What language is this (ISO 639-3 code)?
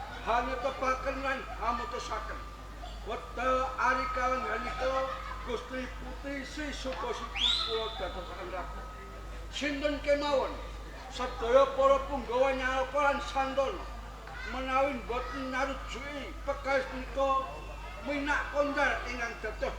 jav